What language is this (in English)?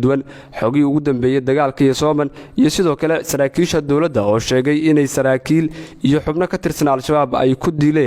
Somali